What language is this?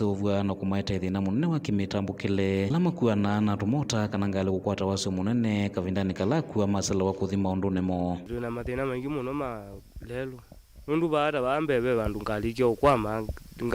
Kamba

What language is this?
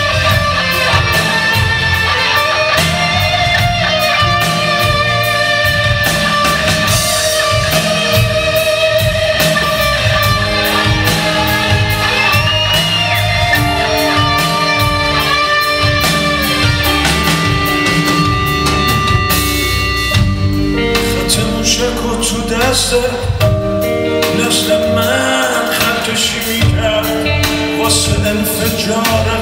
Persian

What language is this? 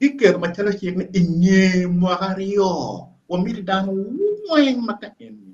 Acoli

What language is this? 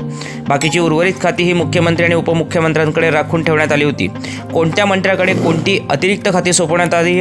Marathi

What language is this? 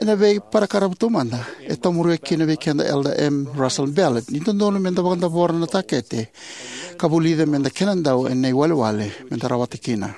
Fijian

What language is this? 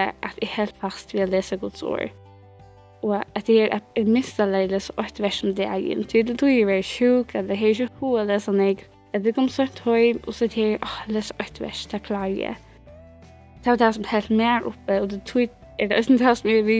Faroese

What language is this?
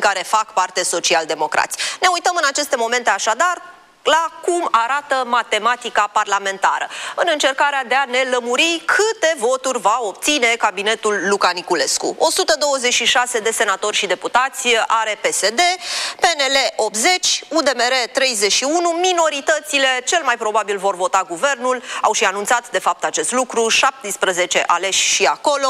Romanian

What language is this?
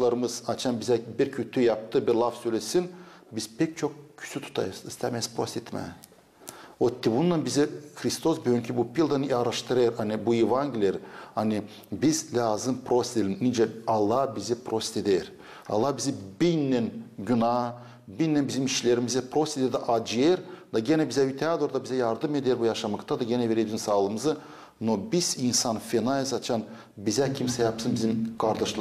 Gagauz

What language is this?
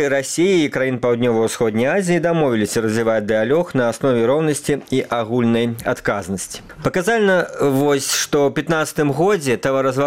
Belarusian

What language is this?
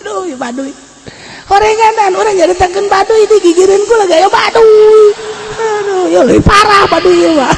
Sundanese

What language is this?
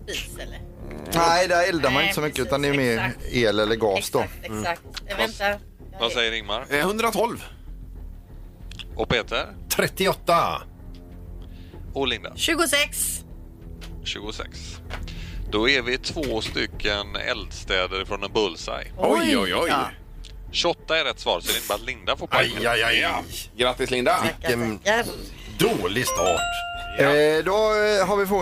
Swedish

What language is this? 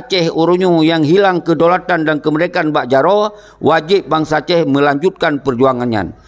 Achinese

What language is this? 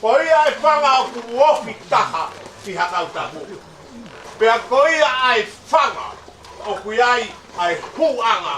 Tongan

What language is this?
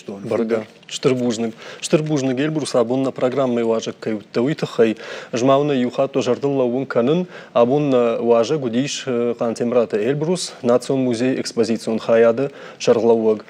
Ossetic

